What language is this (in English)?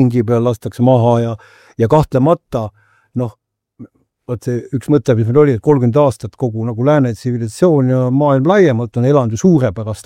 Estonian